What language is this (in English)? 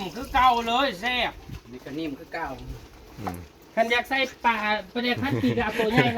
Northeastern Thai